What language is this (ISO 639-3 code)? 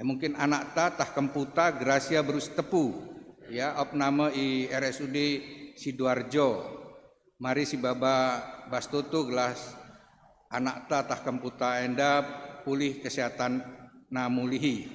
btx